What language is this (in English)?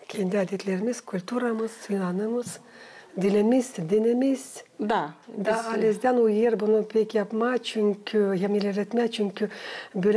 Gagauz